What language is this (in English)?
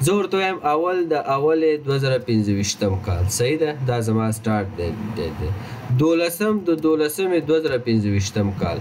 Pashto